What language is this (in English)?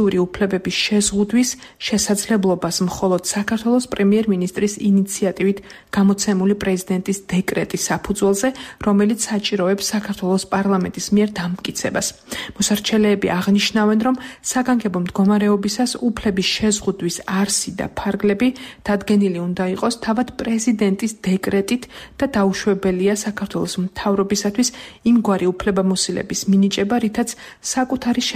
Georgian